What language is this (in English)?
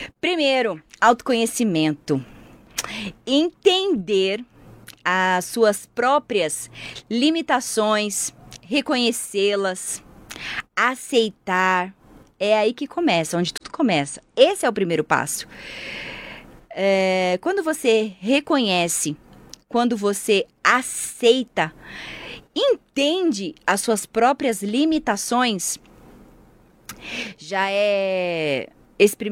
Portuguese